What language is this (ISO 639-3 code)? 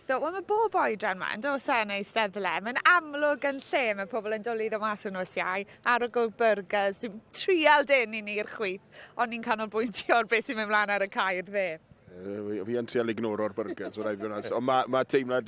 cym